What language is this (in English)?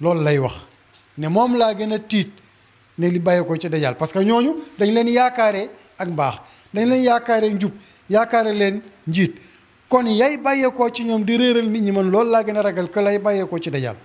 Wolof